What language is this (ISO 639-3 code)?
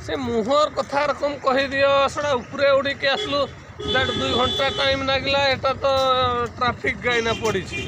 sat